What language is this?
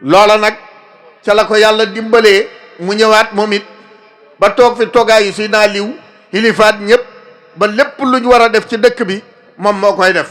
Wolof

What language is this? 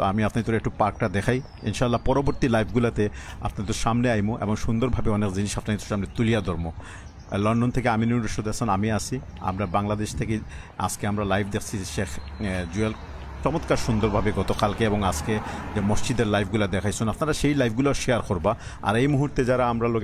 Sylheti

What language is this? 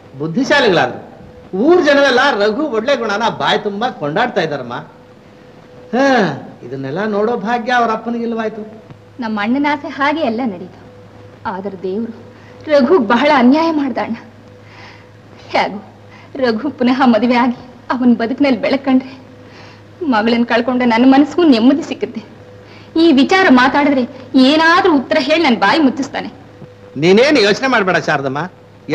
Kannada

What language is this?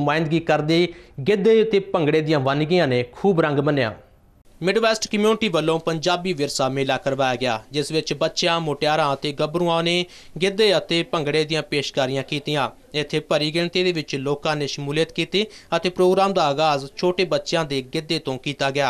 Punjabi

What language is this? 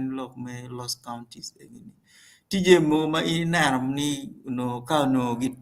Acoli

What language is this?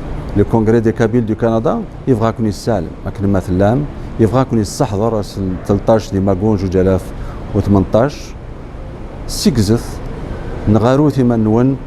Kabyle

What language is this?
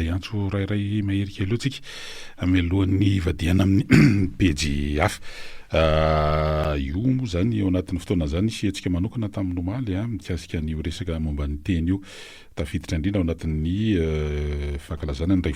Malagasy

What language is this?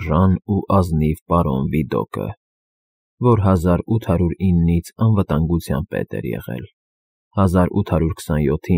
Armenian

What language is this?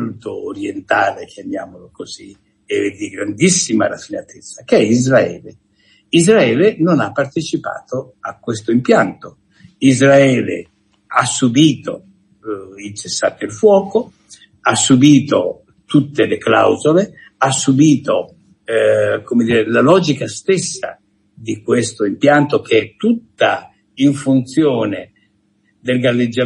Italian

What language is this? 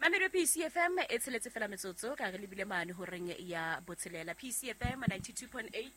Southern Sotho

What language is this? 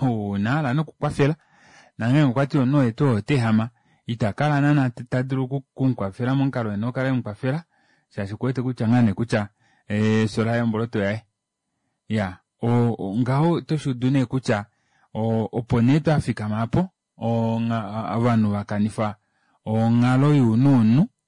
Kuanyama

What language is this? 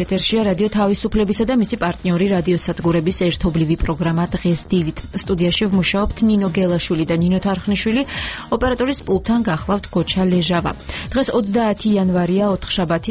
Georgian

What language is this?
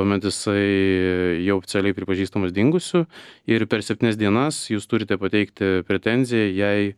Lithuanian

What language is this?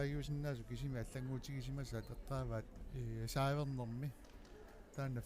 Kalaallisut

